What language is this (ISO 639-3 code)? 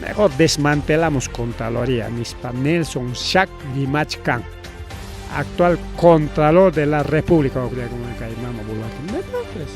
quy